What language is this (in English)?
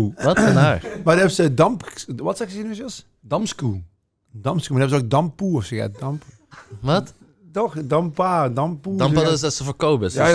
Limburgish